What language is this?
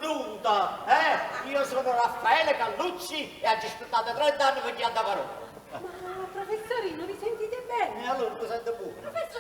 Neapolitan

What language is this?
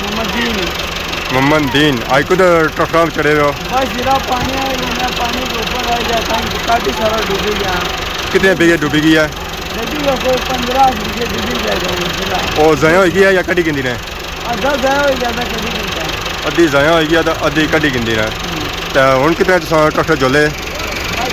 Pahari-Potwari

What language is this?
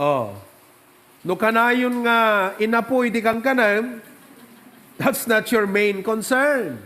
Iloko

